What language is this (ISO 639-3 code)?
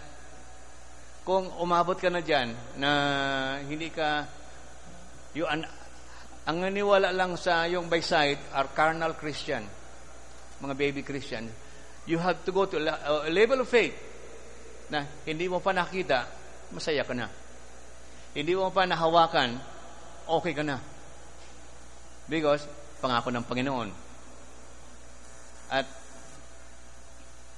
fil